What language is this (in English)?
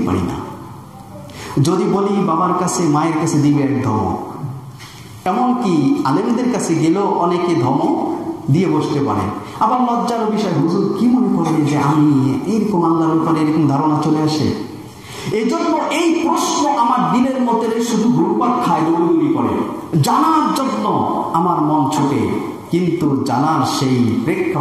Bangla